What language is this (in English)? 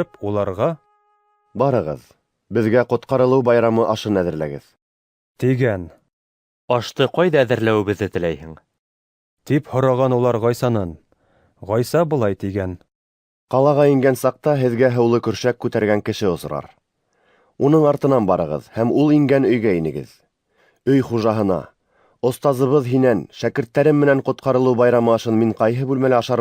Bashkir